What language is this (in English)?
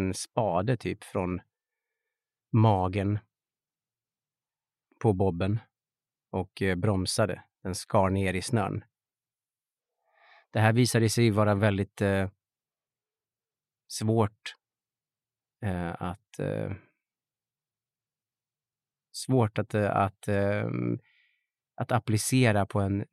Swedish